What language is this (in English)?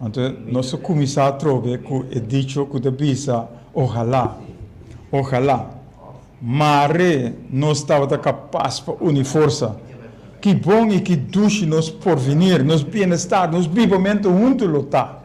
Papiamento